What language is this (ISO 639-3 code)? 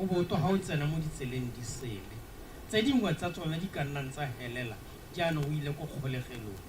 tsn